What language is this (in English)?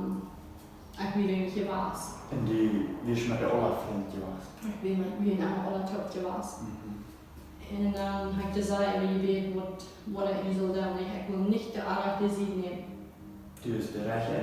Plautdietsch